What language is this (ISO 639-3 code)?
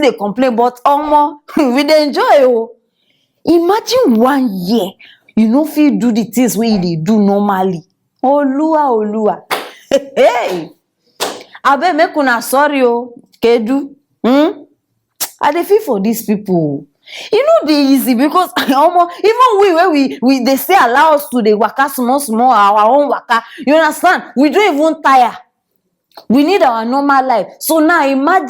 pcm